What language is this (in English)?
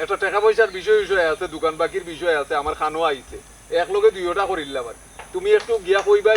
Sylheti